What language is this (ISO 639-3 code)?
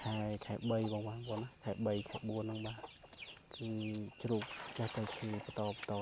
khm